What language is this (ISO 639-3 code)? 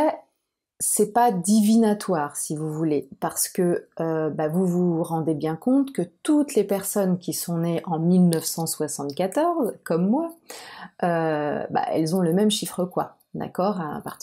fra